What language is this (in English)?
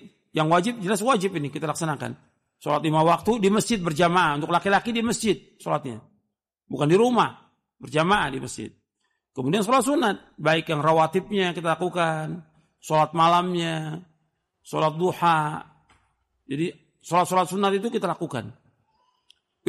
Indonesian